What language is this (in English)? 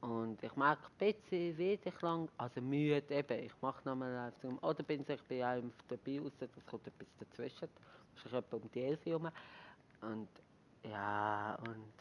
Swiss German